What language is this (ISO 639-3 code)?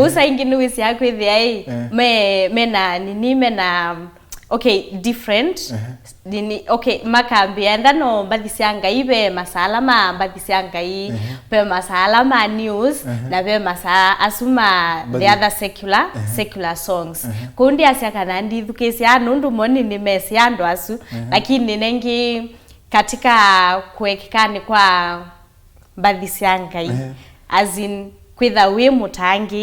kam